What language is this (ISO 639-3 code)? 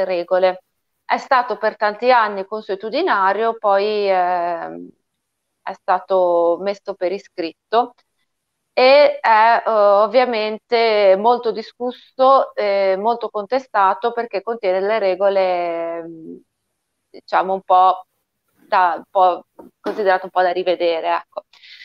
ita